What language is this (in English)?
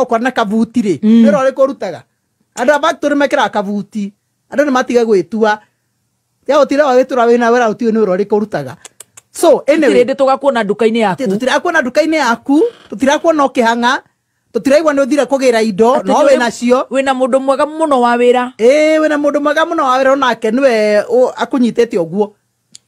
Kikuyu